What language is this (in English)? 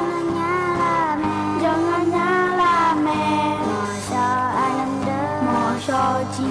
Akha